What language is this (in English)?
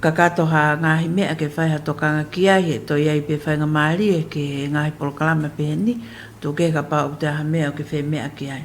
Tongan